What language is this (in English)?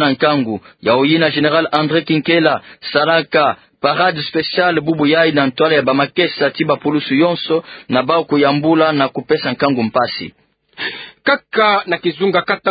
Kituba (Democratic Republic of Congo)